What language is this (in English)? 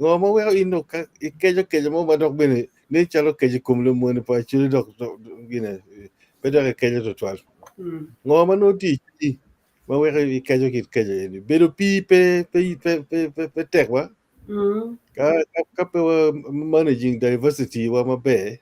Acoli